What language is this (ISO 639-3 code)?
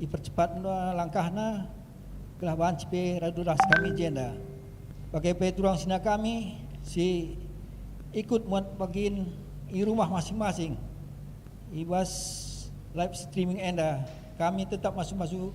btx